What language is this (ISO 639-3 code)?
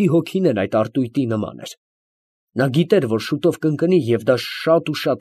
hye